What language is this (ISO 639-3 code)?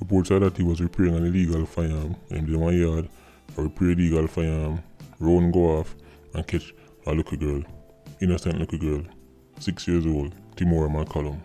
jam